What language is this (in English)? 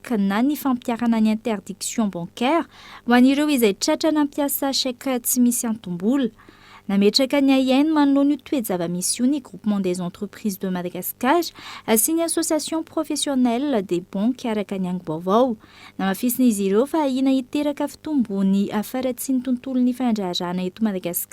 Malagasy